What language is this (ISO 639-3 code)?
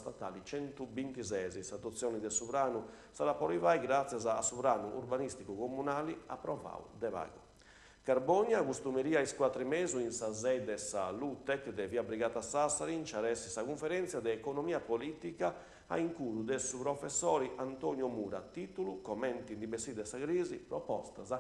srd